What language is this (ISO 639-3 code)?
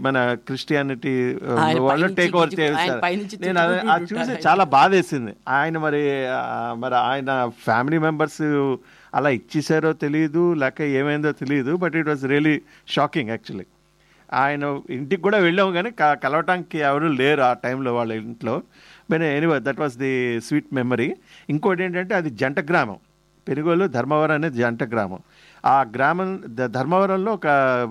tel